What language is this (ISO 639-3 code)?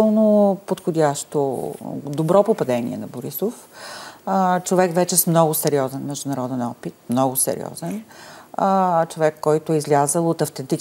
bul